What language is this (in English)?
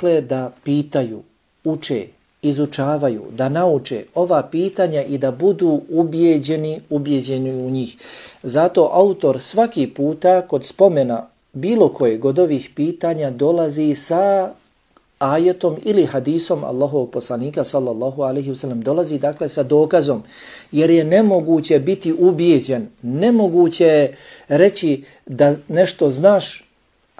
Bosnian